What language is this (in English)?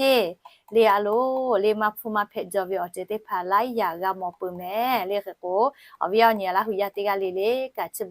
Lahu